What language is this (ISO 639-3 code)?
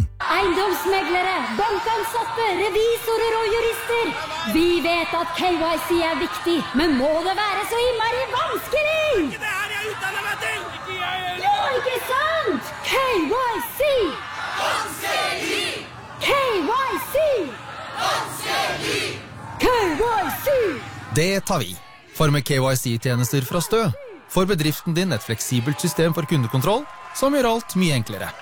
nor